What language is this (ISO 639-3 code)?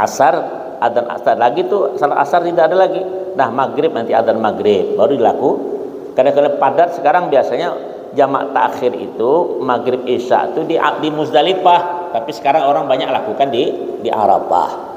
bjn